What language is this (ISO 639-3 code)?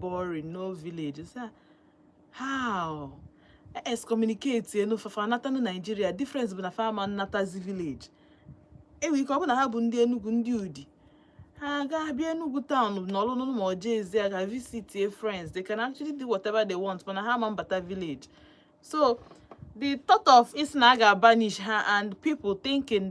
ibo